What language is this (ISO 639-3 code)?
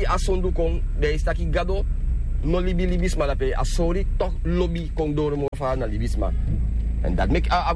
srn